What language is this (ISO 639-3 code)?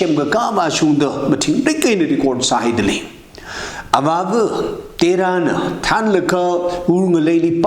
nmf